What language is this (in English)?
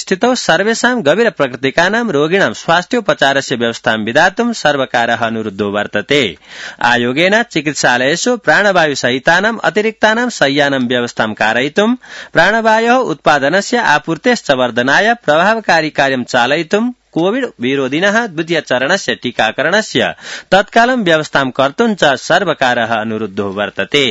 Sanskrit